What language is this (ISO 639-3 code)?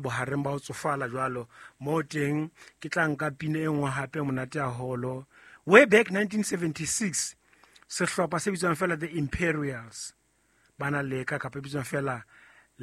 sot